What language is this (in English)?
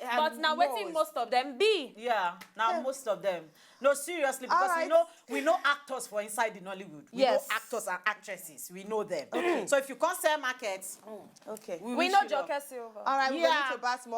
Nigerian Pidgin